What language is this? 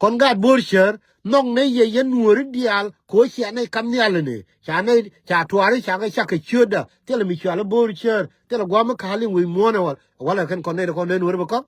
Nuer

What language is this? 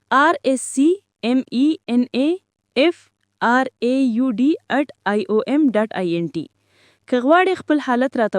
Pashto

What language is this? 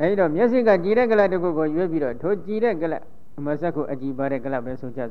Burmese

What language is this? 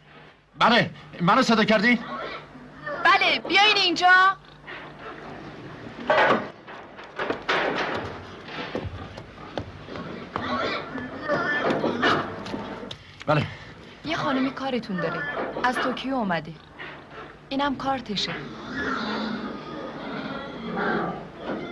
Persian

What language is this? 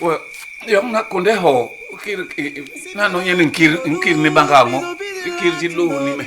Basaa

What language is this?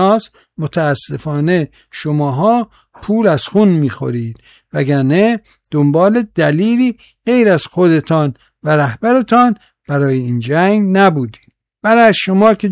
Persian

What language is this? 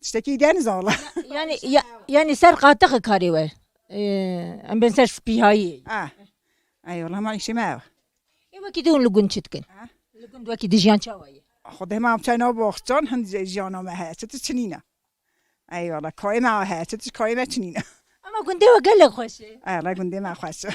Kurdish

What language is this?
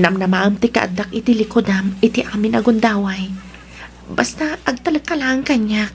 Iloko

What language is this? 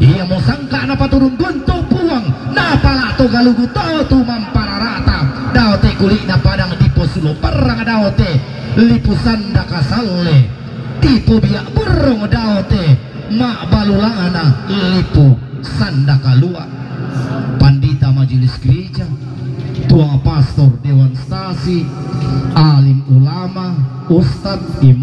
Toraja-Sa'dan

